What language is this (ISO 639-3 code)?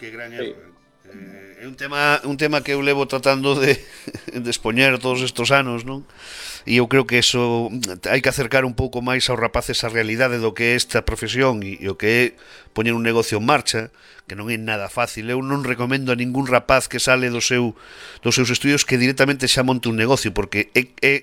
glg